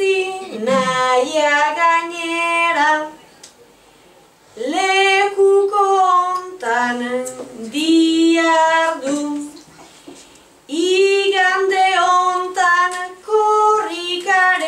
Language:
Basque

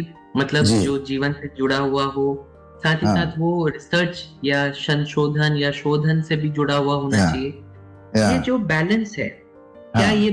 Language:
Hindi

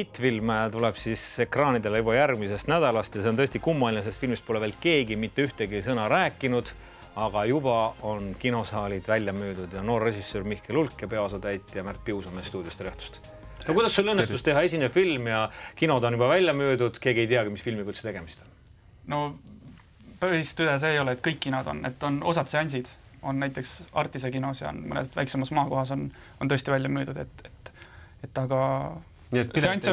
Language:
Estonian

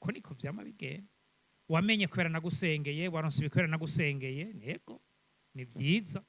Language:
Rundi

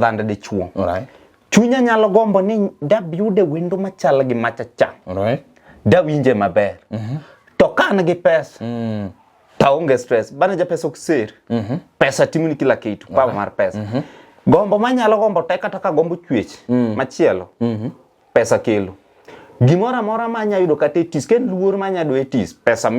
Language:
Luo (Kenya and Tanzania)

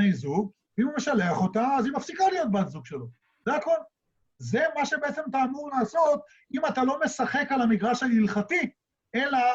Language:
Hebrew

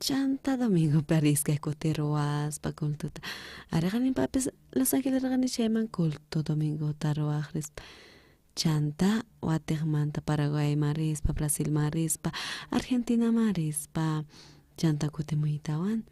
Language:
South Bolivian Quechua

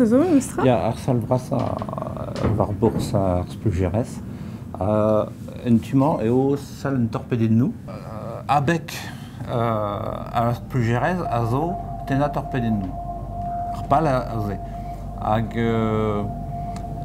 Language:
Breton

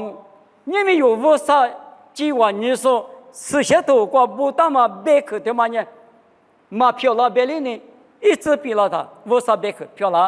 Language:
Lisu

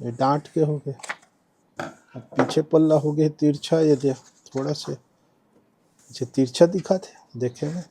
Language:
Chhattisgarhi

